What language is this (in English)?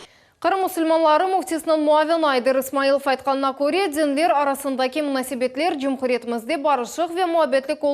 Crimean Tatar